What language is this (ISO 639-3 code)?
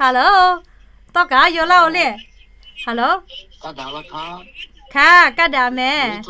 lhu